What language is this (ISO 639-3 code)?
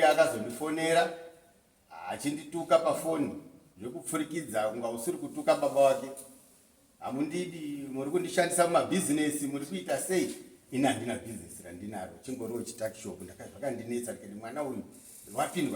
sna